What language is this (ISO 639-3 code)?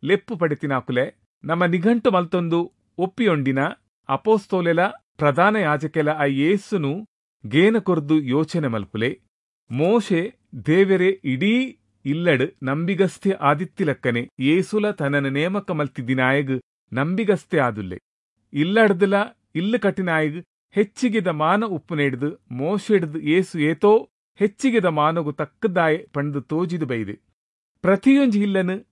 tcy